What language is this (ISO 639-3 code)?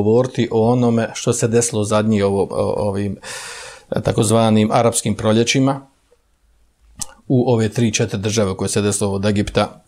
bos